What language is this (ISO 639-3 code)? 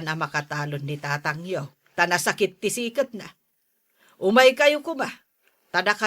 ilo